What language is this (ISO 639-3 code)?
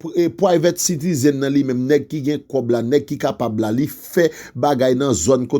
hat